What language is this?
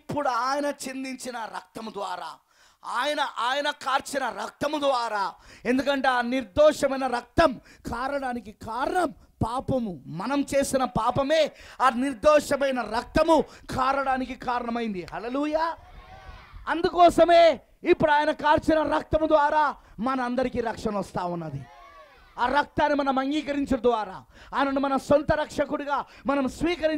Telugu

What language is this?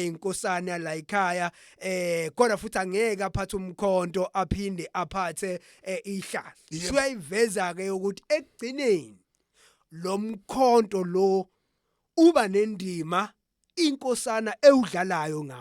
Zulu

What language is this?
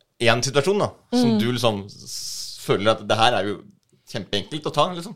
Norwegian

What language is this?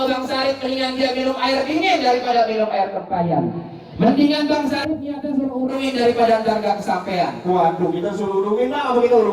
Betawi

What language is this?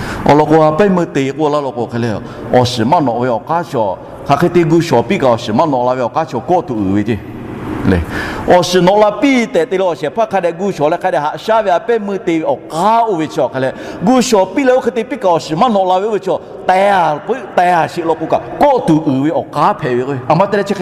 Lahu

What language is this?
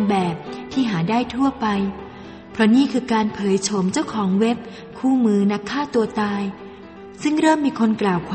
Thai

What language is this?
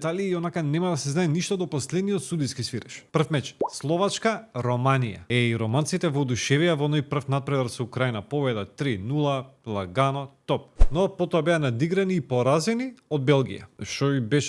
Macedonian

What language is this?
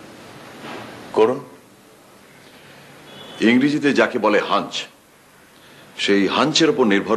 Bangla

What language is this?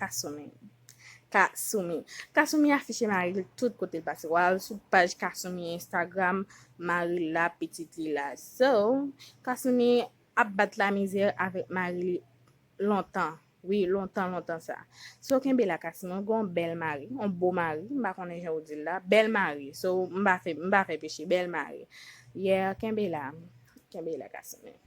Haitian Creole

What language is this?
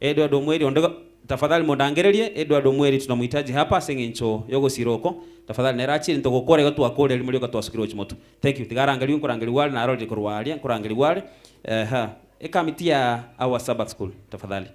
Gusii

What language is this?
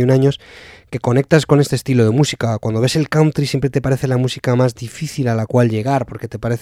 Spanish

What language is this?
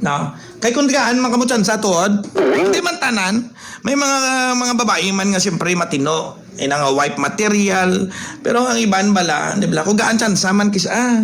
Hiligaynon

